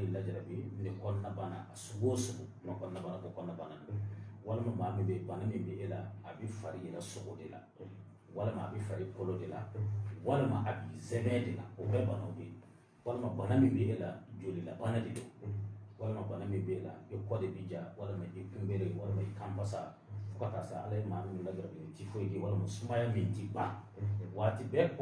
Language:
Bambara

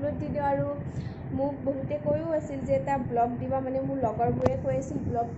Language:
Assamese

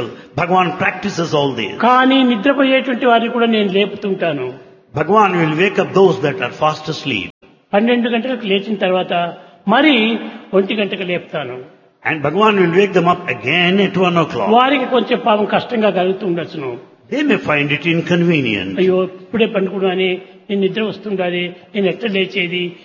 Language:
Telugu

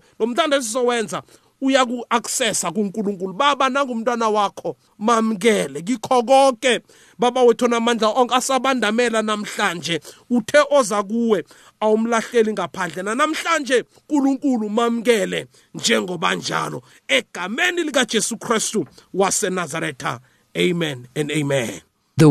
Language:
South Ndebele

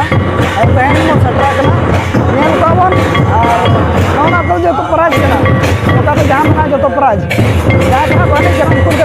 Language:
Santali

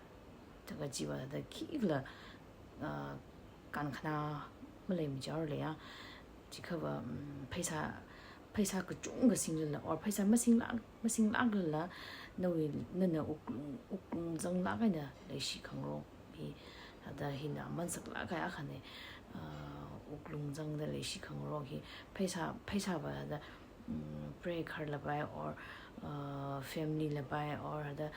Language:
Tangkhul Naga (India)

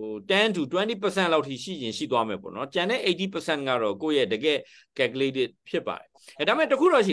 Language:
Burmese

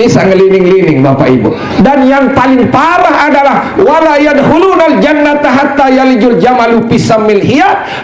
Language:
Sasak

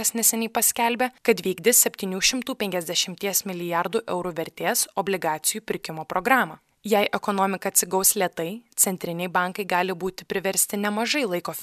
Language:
Lithuanian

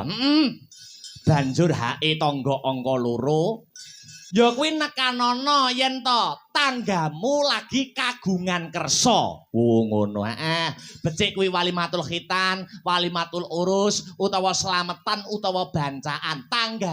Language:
Javanese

